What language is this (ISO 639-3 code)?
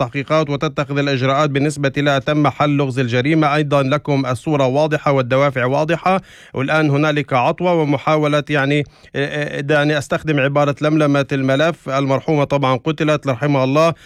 apc